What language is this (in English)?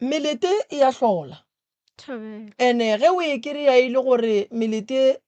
Northern Sotho